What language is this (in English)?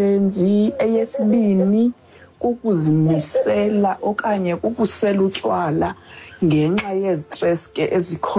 Xhosa